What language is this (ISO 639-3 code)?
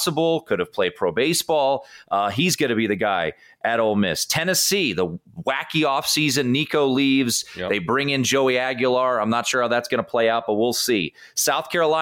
eng